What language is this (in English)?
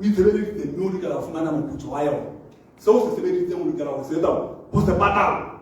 Southern Sotho